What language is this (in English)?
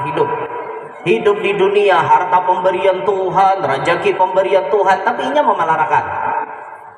Banjar